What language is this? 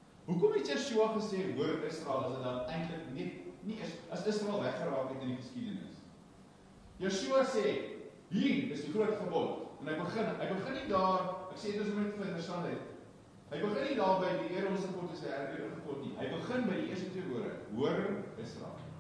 Afrikaans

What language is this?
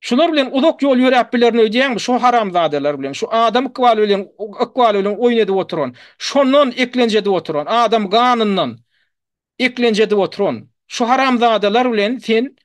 Turkmen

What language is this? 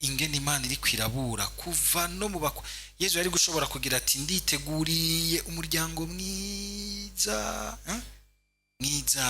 Rundi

